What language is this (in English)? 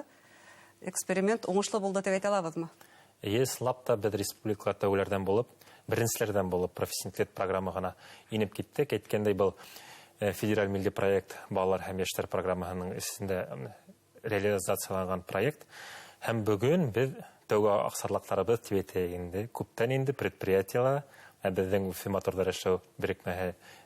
Bashkir